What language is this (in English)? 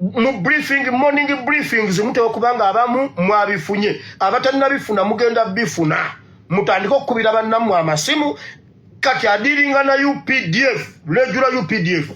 Ganda